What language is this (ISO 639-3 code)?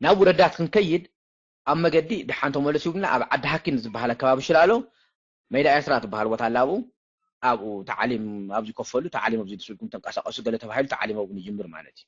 tir